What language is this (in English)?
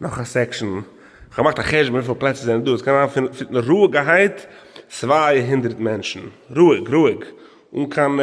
Yiddish